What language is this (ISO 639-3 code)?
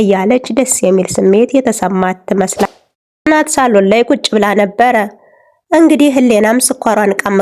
amh